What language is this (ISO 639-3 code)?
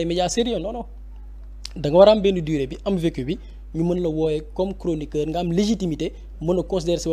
wol